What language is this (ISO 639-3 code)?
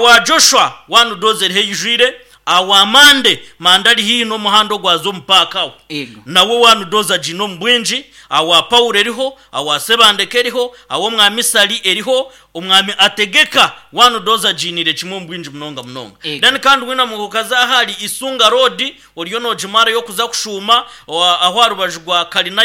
nyn